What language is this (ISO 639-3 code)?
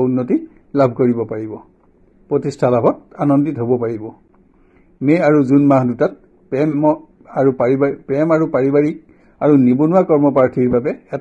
asm